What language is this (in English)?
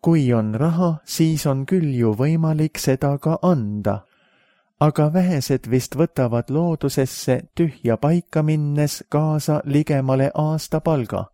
Estonian